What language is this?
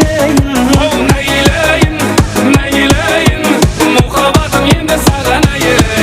Kara-Kalpak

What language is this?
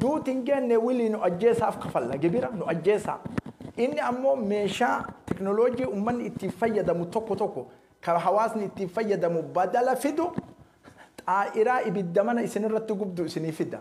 Oromo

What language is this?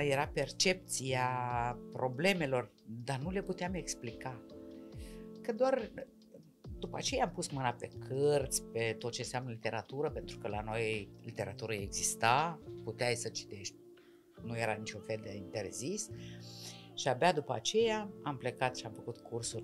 Romanian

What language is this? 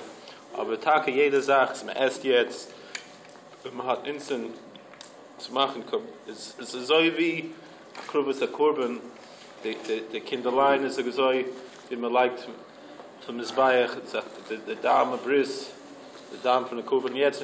Yiddish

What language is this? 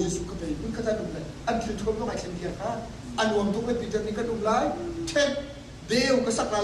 Hakha Chin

